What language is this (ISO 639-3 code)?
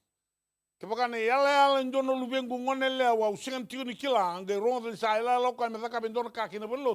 fij